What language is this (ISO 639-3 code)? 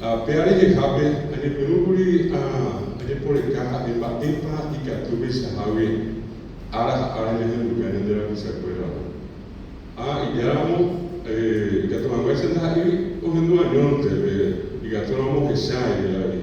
grn